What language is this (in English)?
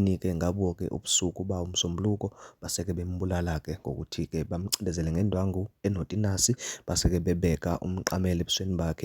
Zulu